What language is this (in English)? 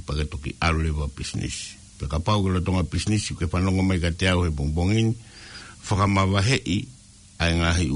Tongan